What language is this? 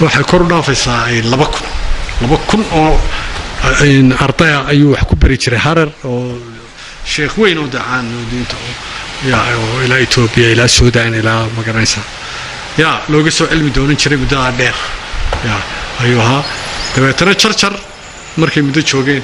Somali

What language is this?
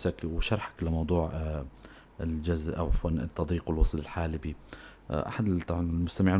North Levantine Arabic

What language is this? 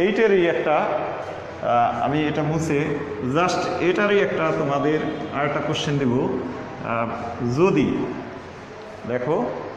Bangla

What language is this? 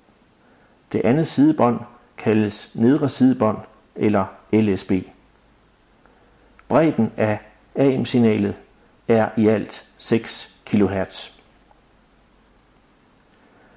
Danish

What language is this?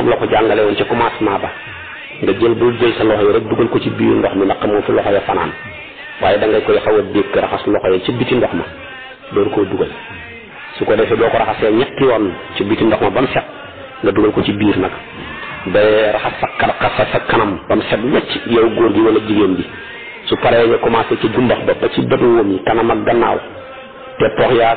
Wolof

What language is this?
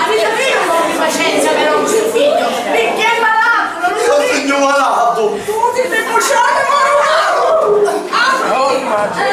Sicilian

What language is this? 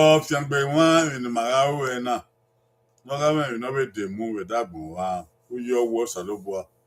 Bini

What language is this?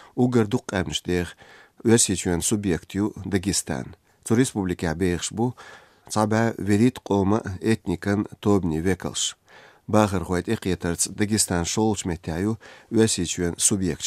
Chechen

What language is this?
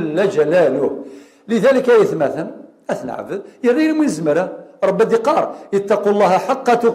Kabyle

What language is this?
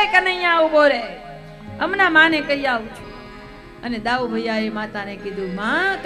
Gujarati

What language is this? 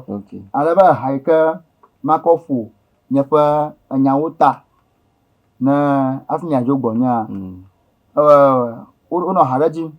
Ewe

